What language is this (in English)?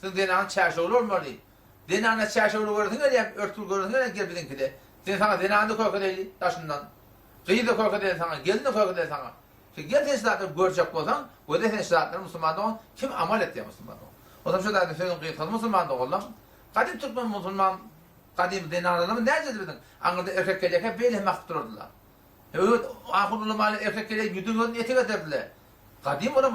Turkmen